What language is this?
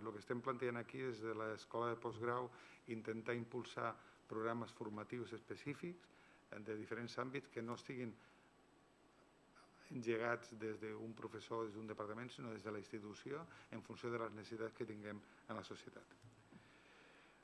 Catalan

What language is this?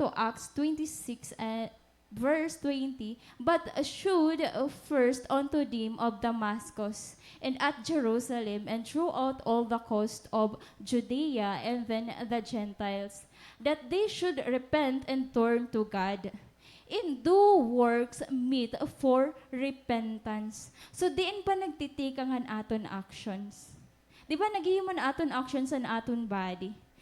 Waray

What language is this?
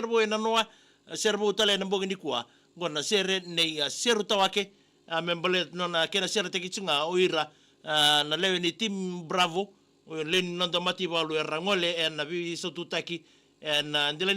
Fijian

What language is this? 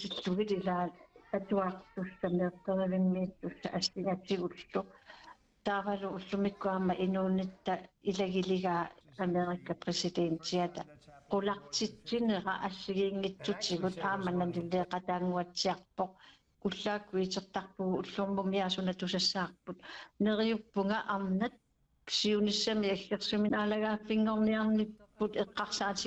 Kalaallisut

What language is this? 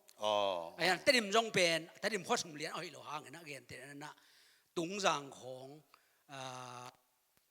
Tedim Chin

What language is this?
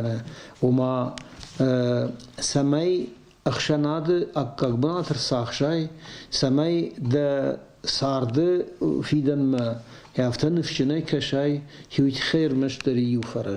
Ossetic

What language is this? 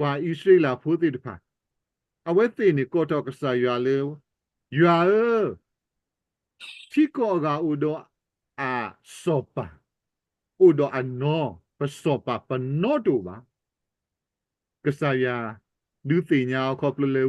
S'gaw Karen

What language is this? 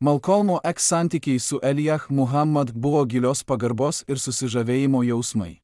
Lithuanian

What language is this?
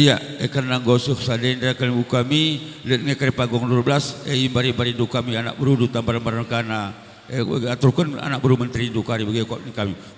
Batak Karo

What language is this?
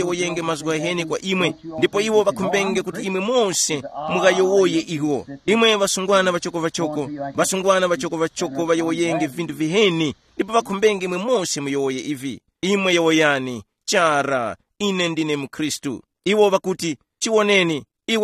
Tumbuka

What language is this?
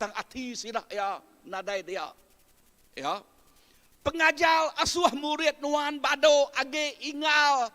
Iban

